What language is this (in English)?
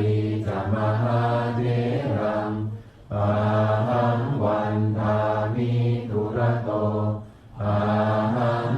Pali